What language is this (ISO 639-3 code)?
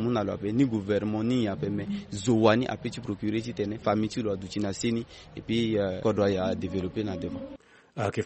sag